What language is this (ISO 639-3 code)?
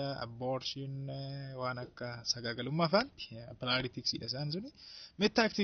orm